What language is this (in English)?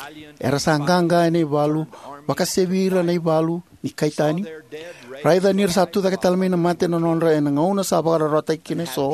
Fijian